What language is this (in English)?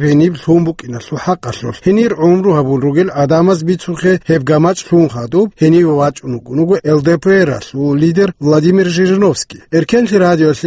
Avaric